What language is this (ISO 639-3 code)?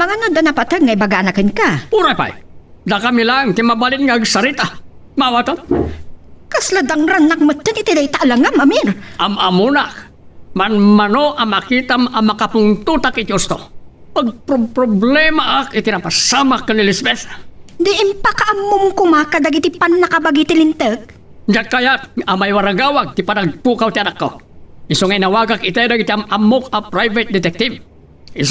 ilo